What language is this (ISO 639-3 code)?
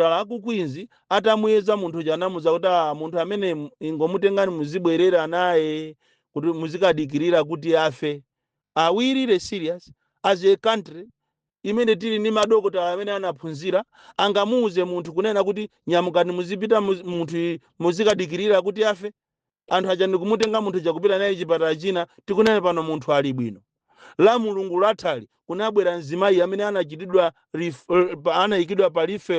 nya